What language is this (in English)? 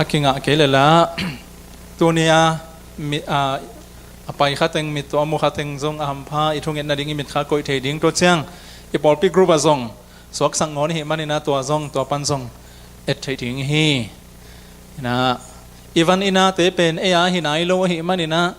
Tedim Chin